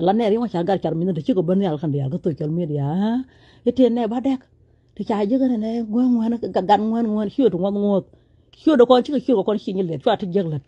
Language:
Nuer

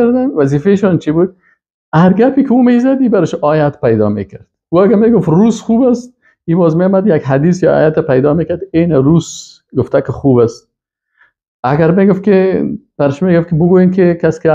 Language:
Persian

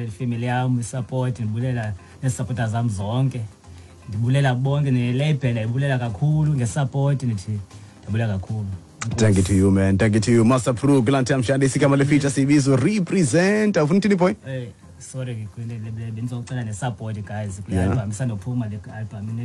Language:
Xhosa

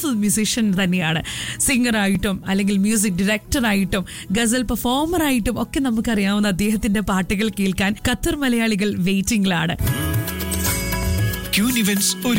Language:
Malayalam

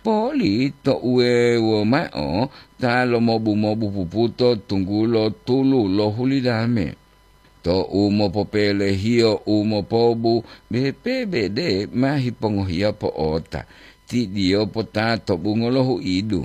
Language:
Gorontalo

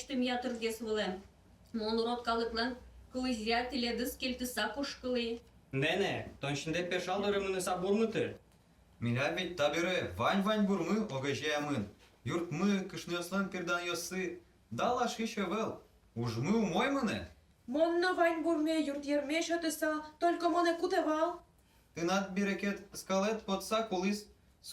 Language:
Udmurt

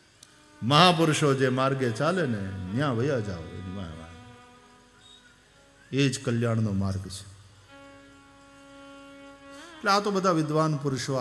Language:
Gujarati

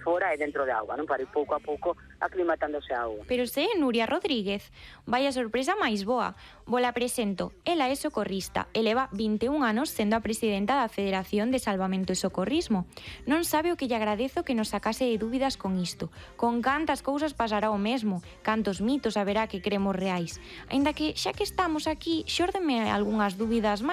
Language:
Galician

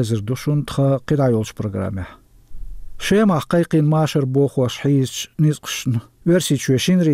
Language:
Chechen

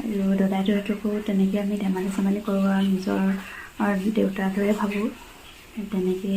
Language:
Assamese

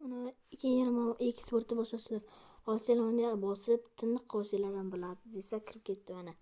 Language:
Uzbek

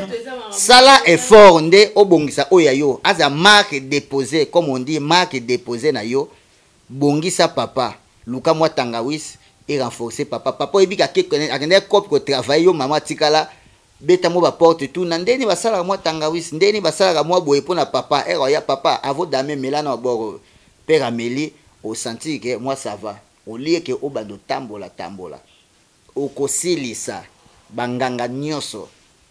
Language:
Lingala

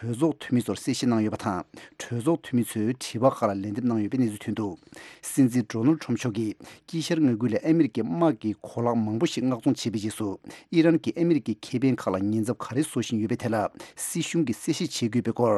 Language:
Tibetan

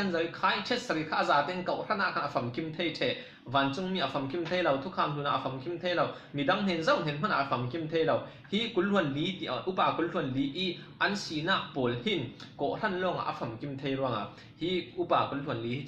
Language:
Falam Chin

